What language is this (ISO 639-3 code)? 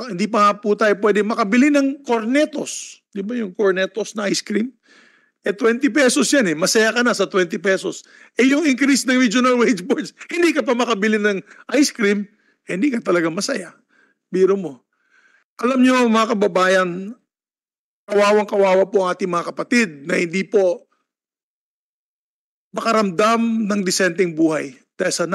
fil